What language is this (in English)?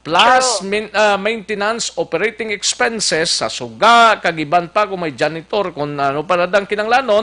Hiligaynon